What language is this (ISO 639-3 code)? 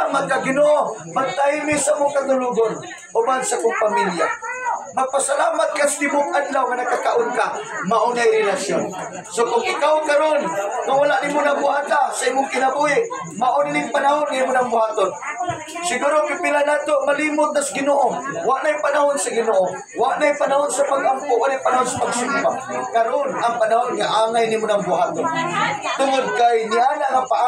ceb